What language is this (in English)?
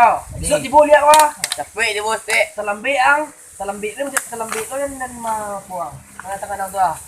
Minangkabau